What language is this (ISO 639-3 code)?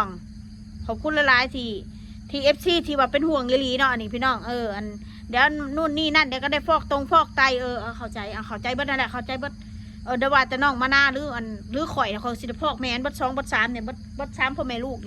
tts